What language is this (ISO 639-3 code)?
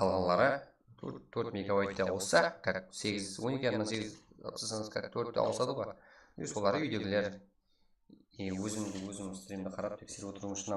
kaa